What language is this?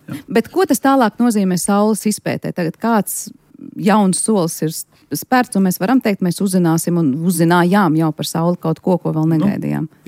Latvian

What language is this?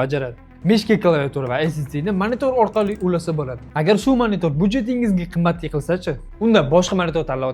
Uzbek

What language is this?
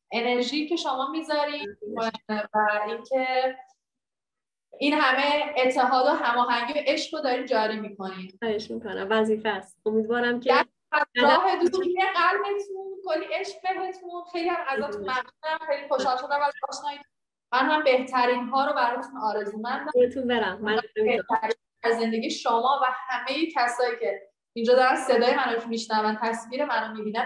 Persian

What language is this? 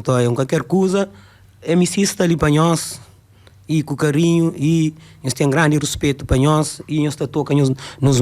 Kabuverdianu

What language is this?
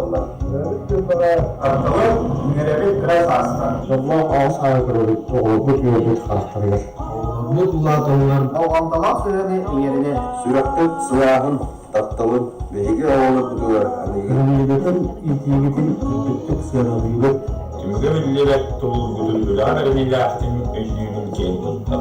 Yakut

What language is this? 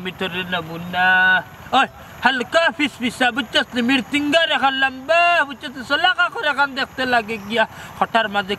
Sylheti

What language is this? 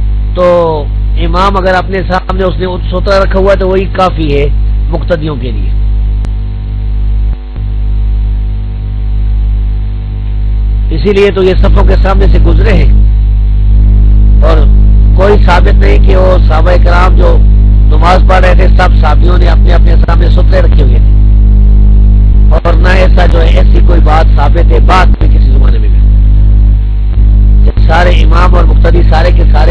Urdu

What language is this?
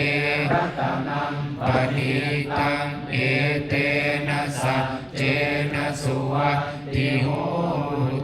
Pali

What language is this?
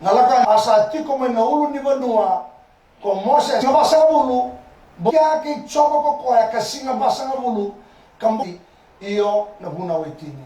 Fijian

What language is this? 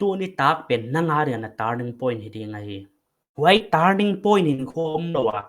Paite Chin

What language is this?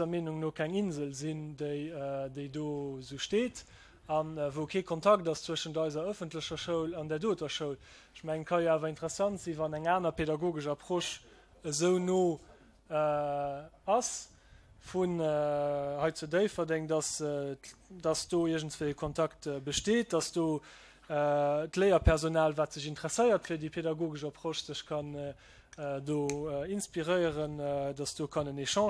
Luxembourgish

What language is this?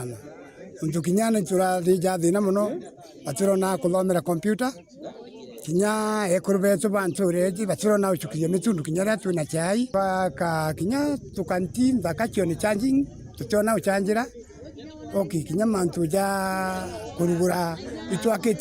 Meru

